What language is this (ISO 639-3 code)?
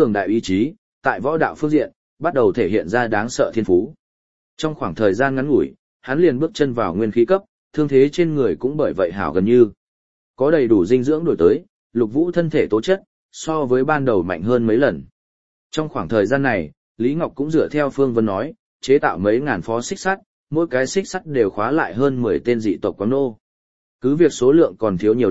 vie